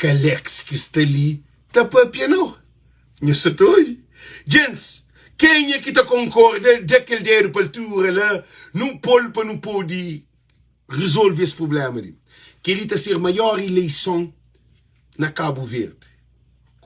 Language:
Kabuverdianu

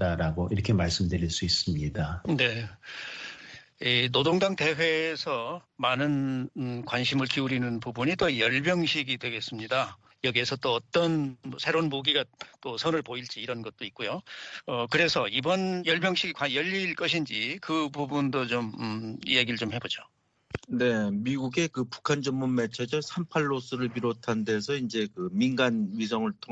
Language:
Korean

